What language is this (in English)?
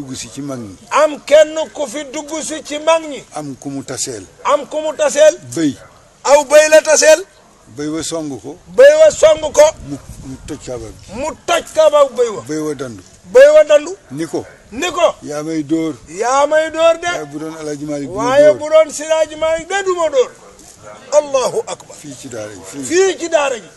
Wolof